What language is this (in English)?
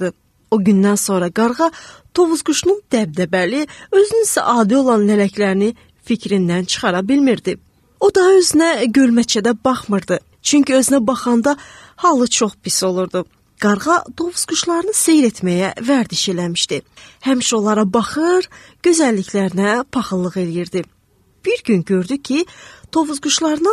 Azerbaijani